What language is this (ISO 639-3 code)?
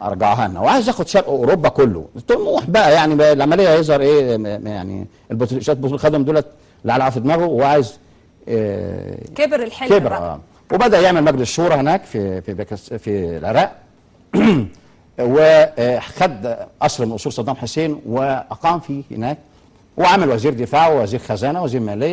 arz